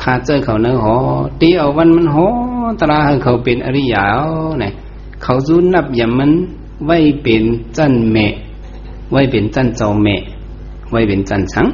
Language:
Shan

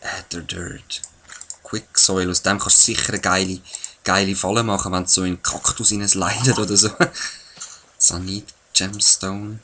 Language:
Swiss German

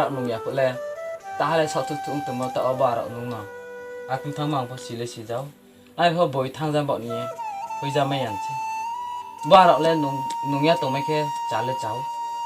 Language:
Riang (India)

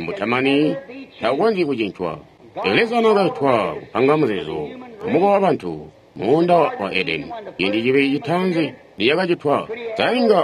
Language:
Tonga (Zambia)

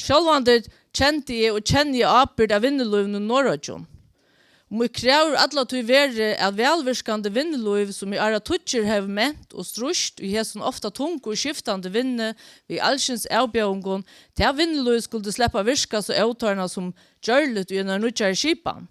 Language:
Faroese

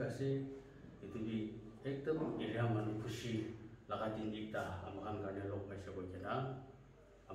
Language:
Naga Pidgin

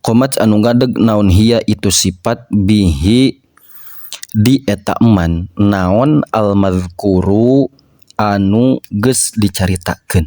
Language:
Sundanese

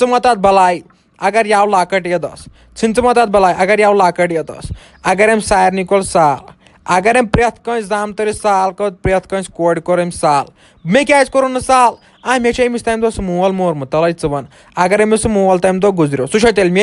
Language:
Kashmiri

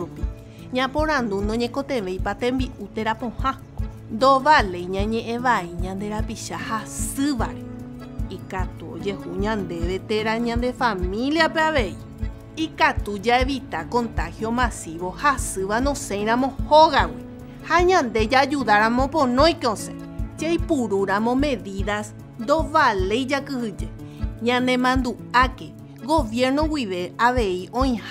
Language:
Guarani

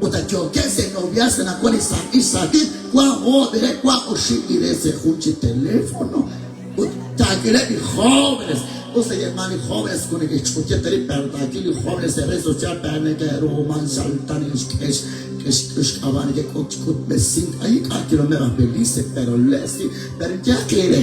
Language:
Kekchí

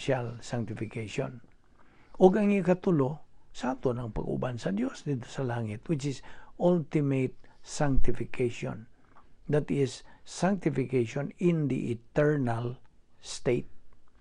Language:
Cebuano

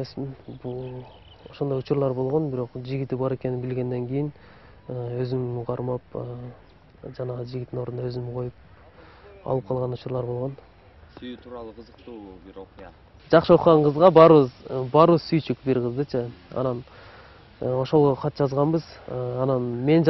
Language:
Kyrgyz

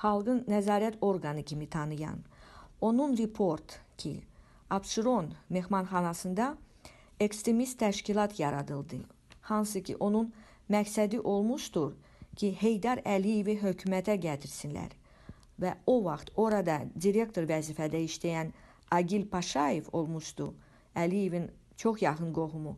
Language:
Azerbaijani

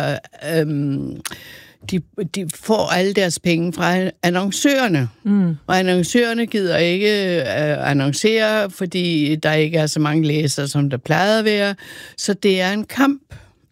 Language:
Danish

